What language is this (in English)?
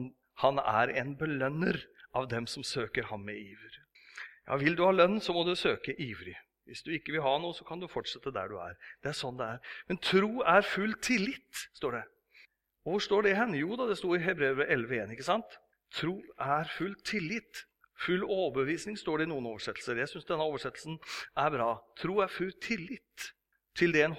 Norwegian